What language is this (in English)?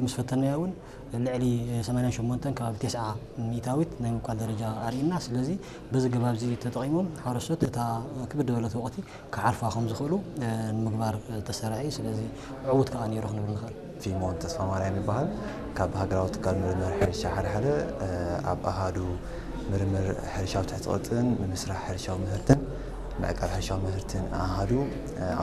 Tigrinya